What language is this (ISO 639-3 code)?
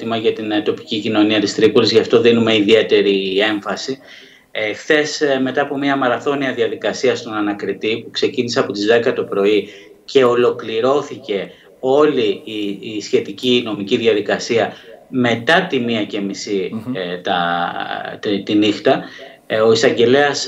ell